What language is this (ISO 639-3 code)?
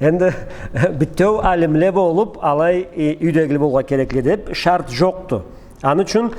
krc